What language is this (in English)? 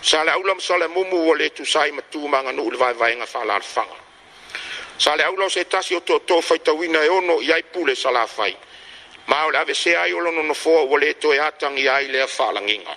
Samoan